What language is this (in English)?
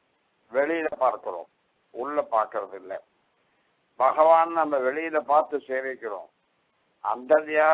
Tamil